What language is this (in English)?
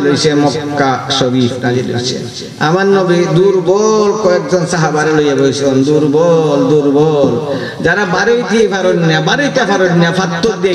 Sylheti